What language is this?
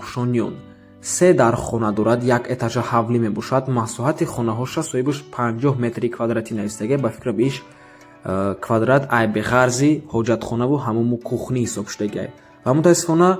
Tajik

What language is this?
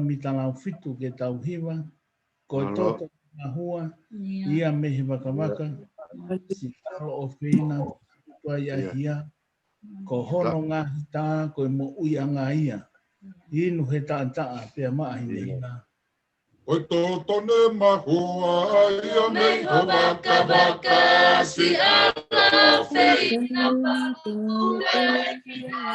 Tongan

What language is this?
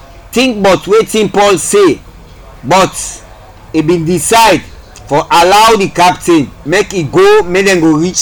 Krio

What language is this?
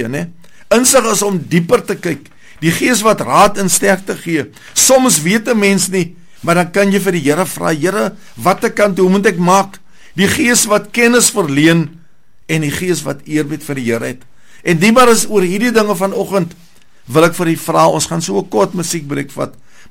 Afrikaans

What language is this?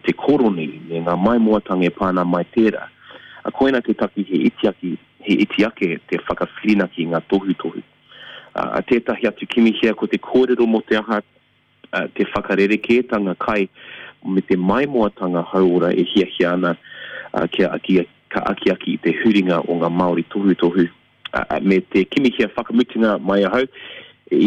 Māori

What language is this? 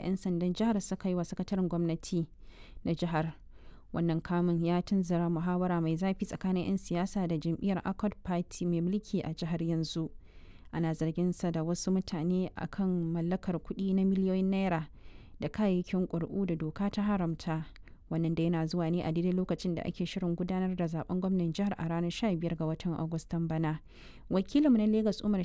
Hausa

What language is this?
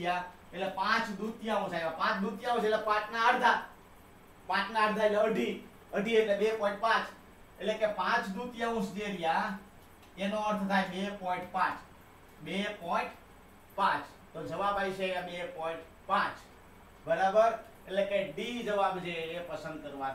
Gujarati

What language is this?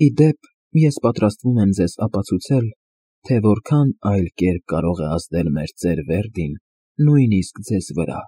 Armenian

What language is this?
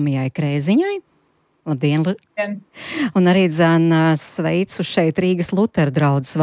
Latvian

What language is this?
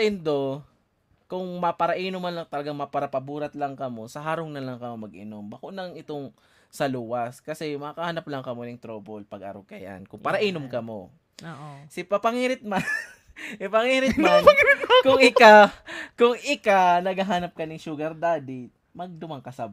Bikol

